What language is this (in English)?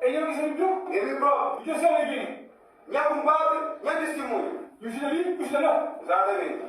Kabuverdianu